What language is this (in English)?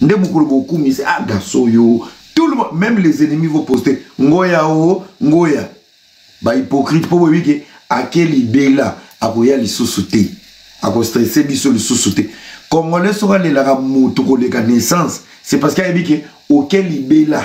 Lingala